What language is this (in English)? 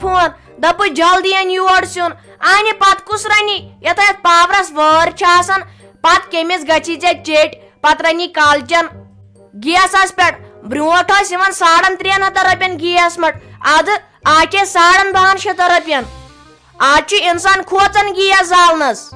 Kashmiri